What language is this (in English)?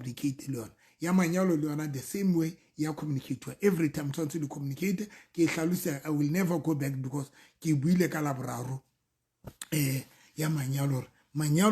Southern Sotho